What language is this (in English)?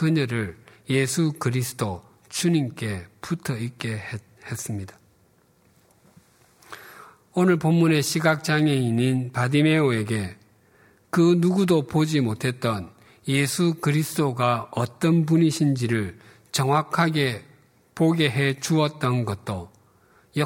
Korean